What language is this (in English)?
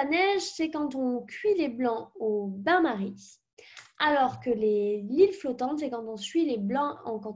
French